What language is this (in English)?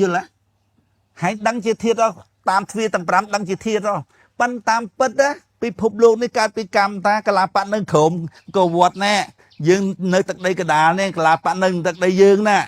Khmer